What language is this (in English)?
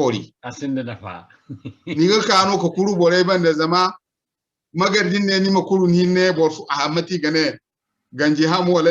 Zarma